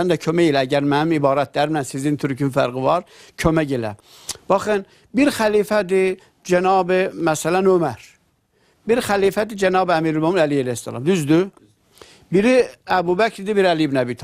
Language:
Azerbaijani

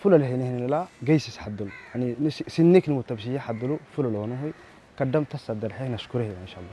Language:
Tigrinya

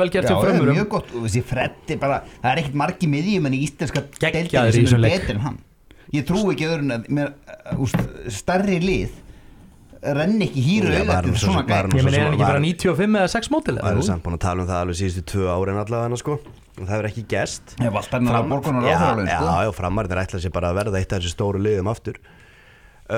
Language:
Icelandic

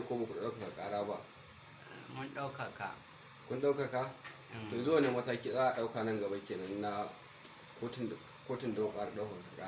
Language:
Hausa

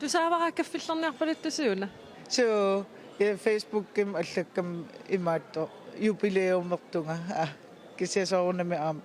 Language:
Kalaallisut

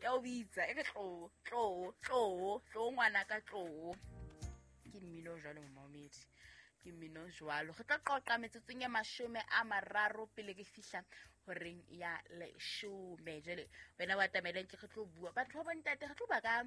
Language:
Southern Sotho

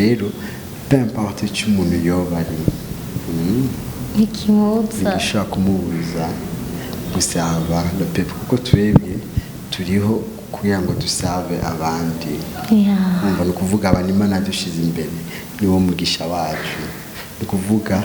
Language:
Rundi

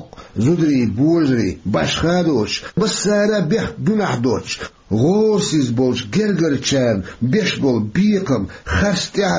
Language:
Chechen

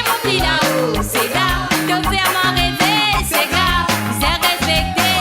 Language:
Morisyen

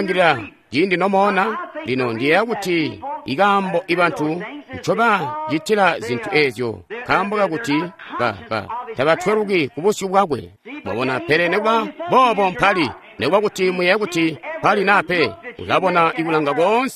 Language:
Tonga (Zambia)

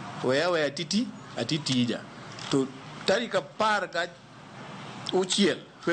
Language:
Luo (Kenya and Tanzania)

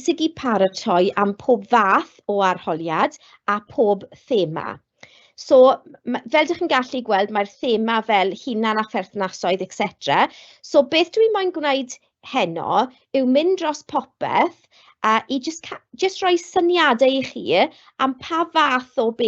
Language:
Welsh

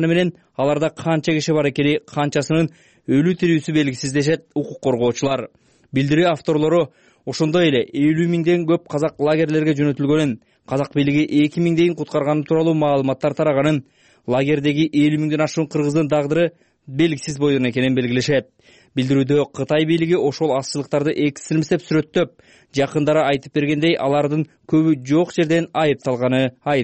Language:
Kyrgyz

